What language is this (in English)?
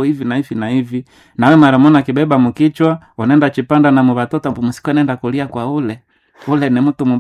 Swahili